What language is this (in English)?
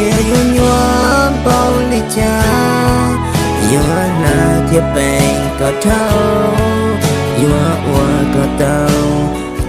Hmong